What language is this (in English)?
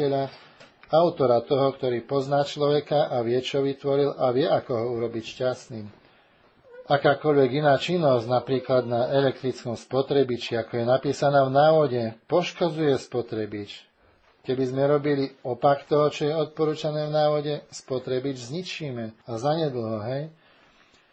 Slovak